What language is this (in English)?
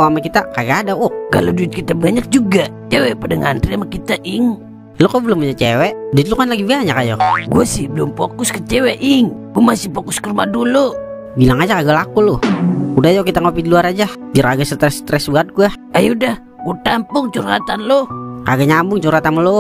Betawi